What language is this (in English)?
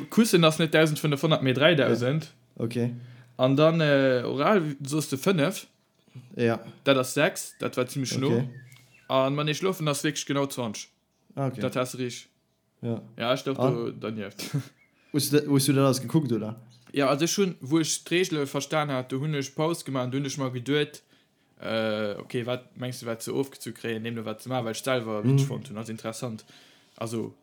Luxembourgish